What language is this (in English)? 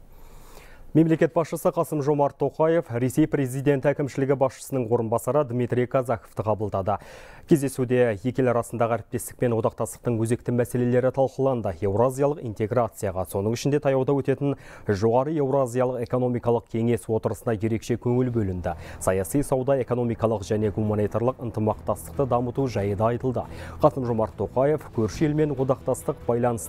Kazakh